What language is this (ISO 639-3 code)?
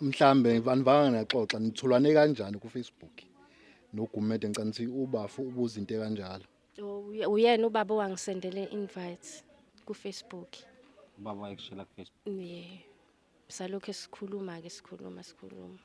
zul